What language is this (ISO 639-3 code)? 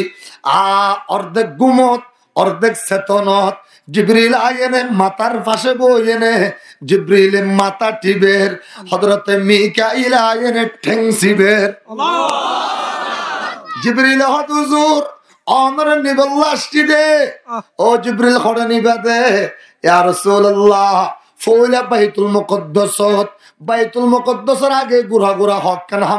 rhg